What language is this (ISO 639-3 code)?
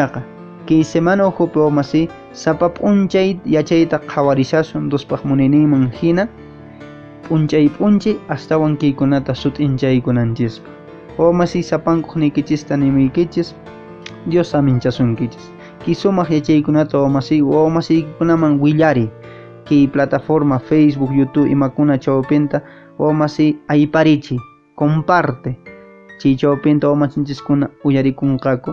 que